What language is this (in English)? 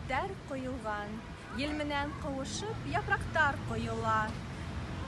Bashkir